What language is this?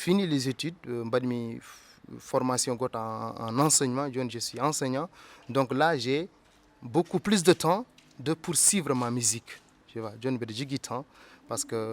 Fula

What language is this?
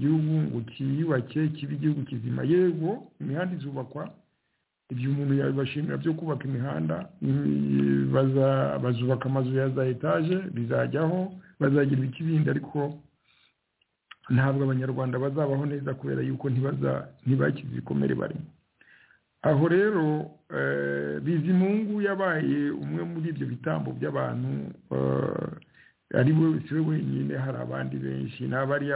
Kinyarwanda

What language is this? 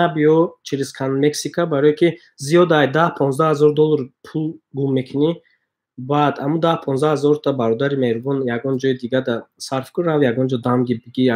Tajik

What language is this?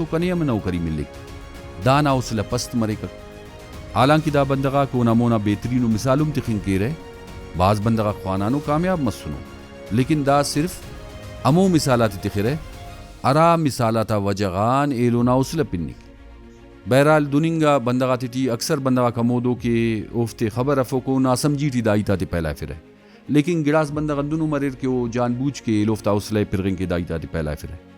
Brahui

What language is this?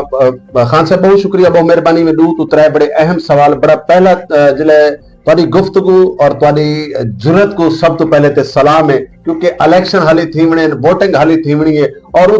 Saraiki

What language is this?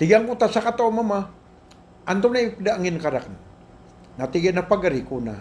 Maranao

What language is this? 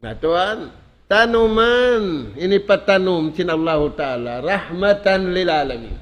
Tausug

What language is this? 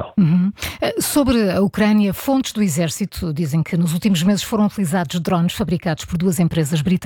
Portuguese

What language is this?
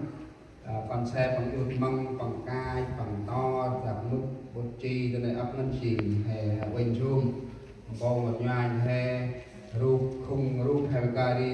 Central Mnong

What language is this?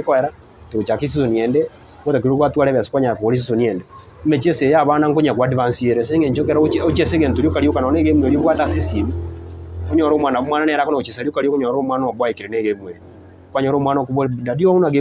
Gusii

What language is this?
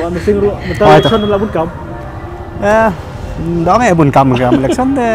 Khasi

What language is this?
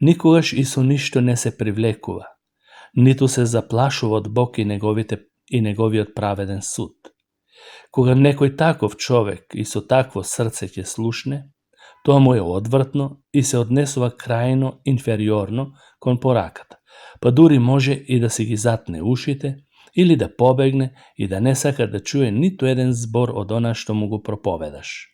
Macedonian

